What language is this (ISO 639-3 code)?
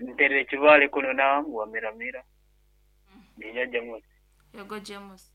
nyn